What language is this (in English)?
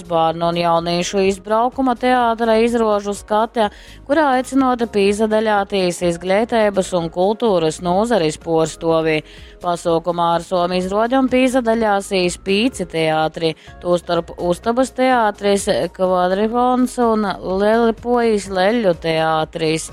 Latgalian